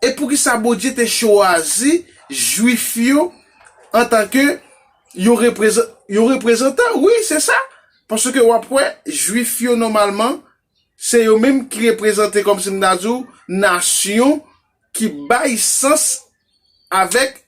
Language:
Haitian Creole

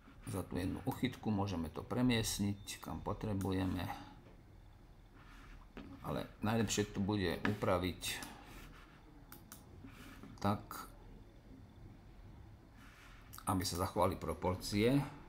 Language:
Slovak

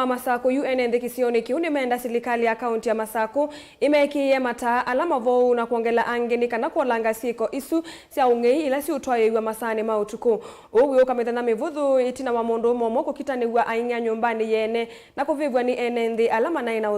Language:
Kamba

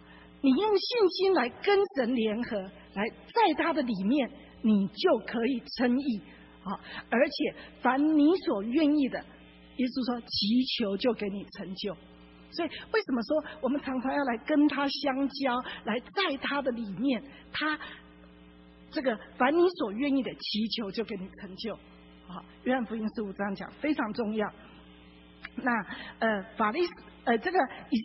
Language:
Chinese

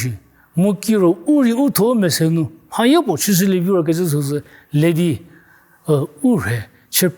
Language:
Angami Naga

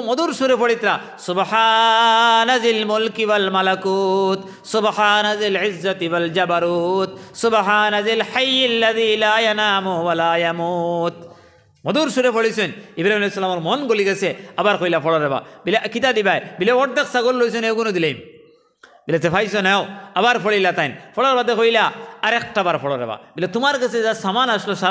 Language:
Sylheti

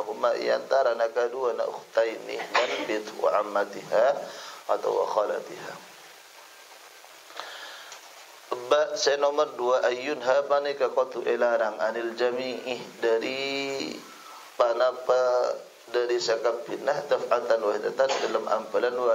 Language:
Madurese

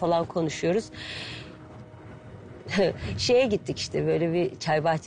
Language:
Turkish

